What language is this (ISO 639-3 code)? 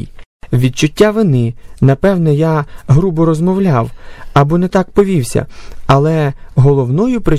ukr